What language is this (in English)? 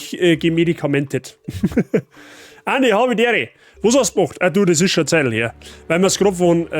Bavarian